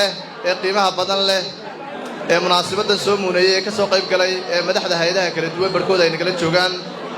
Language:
Somali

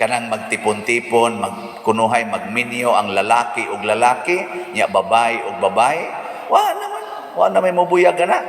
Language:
Cebuano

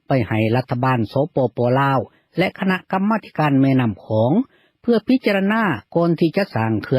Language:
Lao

